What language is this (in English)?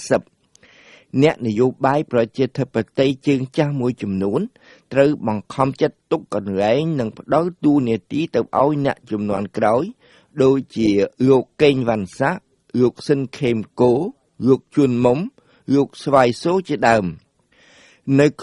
Khmer